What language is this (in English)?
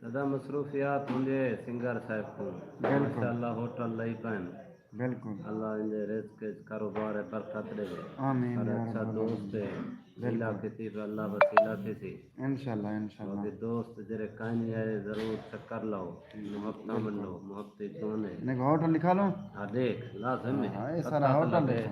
Saraiki